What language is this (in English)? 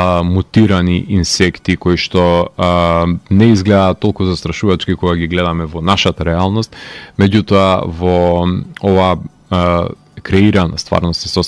Macedonian